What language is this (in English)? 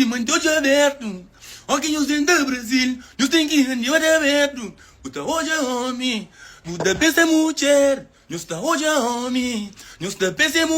Kabuverdianu